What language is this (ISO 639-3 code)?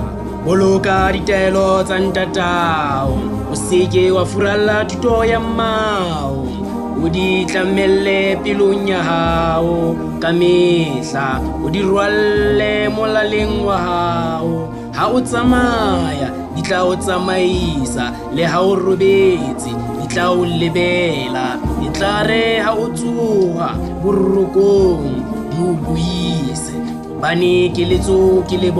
sot